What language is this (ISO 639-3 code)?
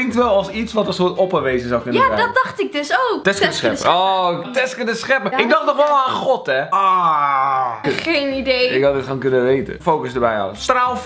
nld